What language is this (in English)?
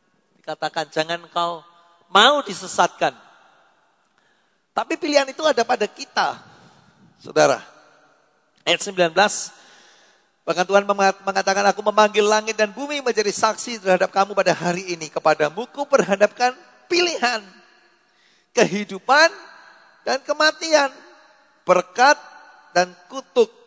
Indonesian